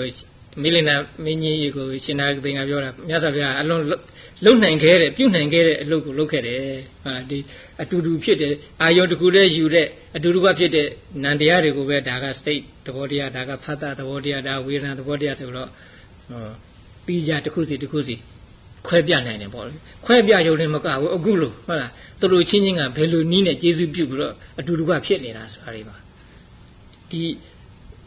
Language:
Burmese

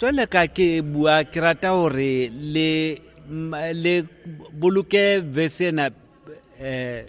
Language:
Southern Sotho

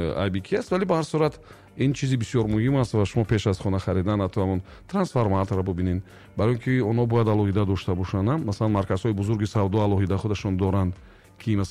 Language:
Tajik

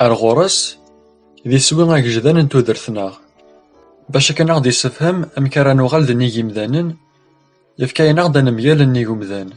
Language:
Kabyle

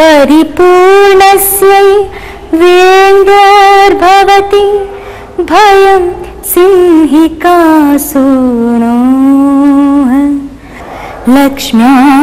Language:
Sanskrit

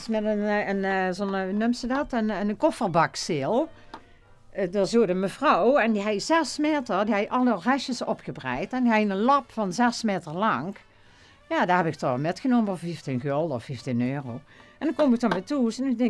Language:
Limburgish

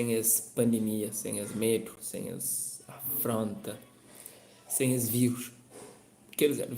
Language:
Kabuverdianu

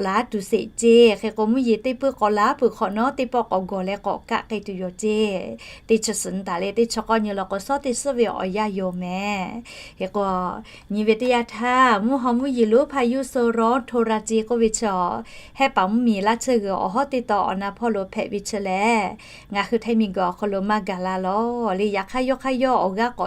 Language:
Lahu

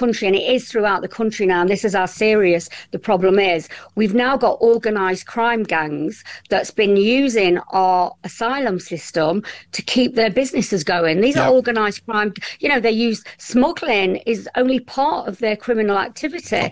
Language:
English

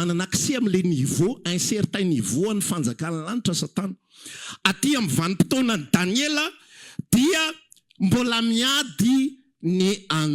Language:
Malagasy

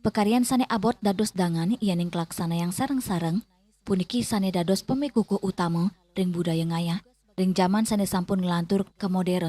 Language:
Balinese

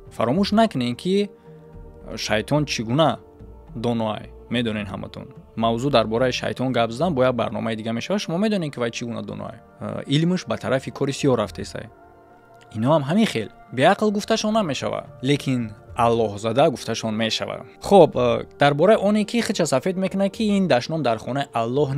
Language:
Tajik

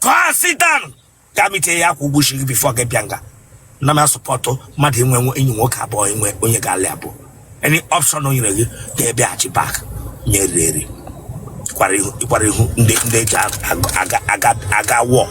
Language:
Igbo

